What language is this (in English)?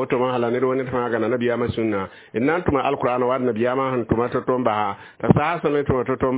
Mossi